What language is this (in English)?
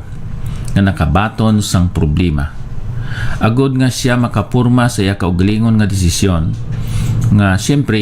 Hiligaynon